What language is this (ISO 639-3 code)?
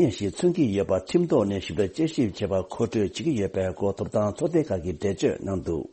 bod